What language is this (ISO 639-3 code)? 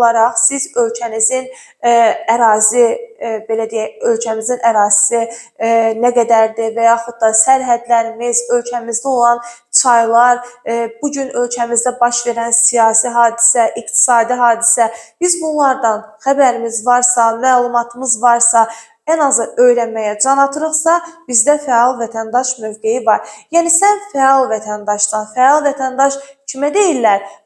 aze